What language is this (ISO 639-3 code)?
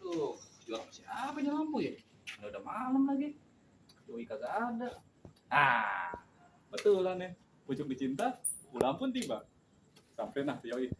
bew